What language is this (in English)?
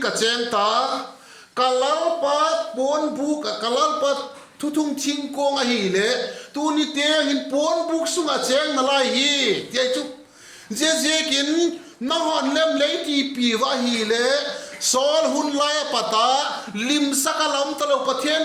Vaiphei